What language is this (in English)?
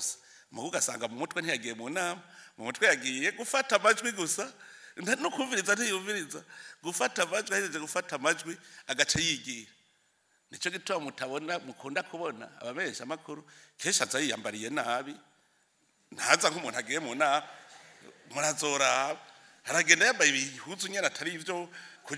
Rundi